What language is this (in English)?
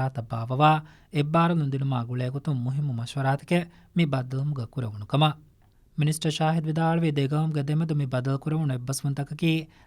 Divehi